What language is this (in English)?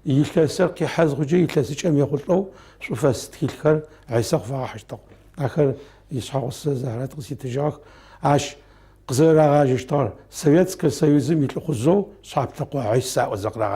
Adyghe